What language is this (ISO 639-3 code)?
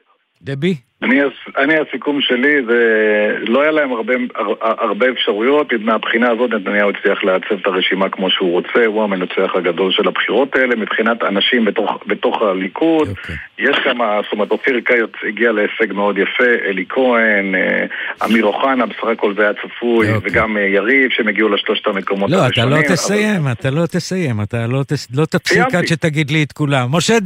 heb